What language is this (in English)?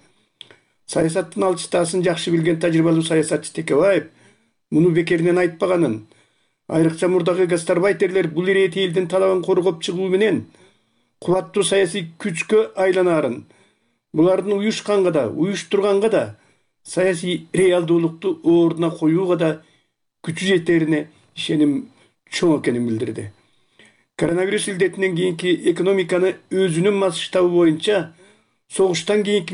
Kyrgyz